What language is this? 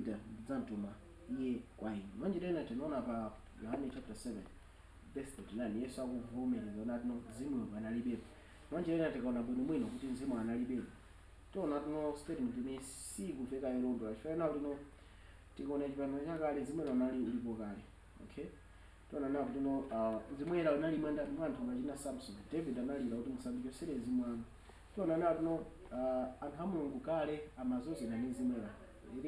Nyanja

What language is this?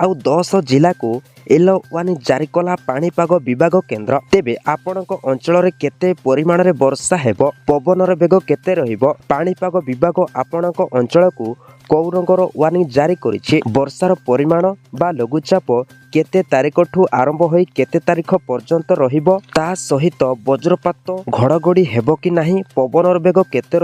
Odia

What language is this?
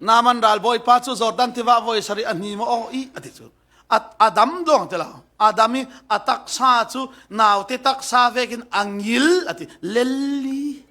Falam Chin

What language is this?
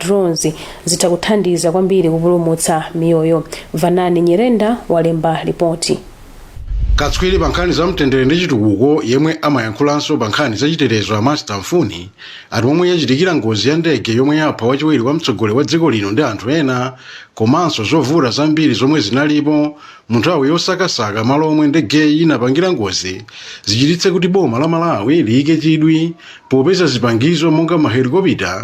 Nyanja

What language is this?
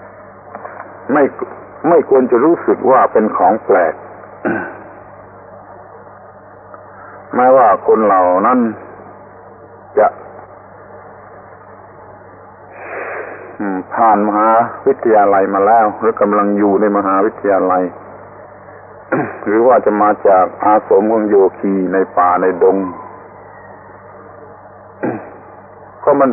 Thai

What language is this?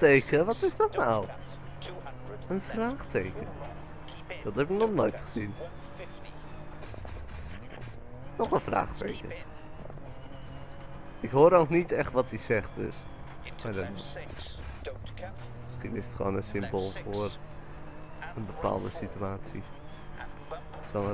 Dutch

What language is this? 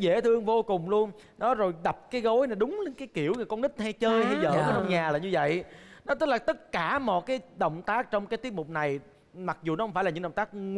Vietnamese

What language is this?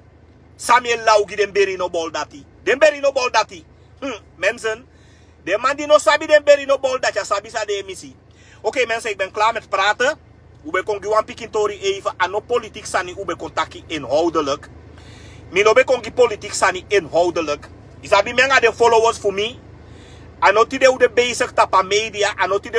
Sranan Tongo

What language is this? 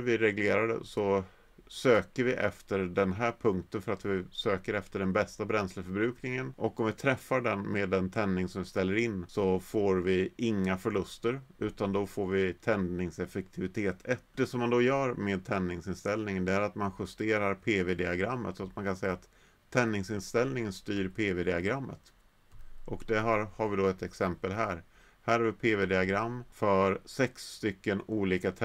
Swedish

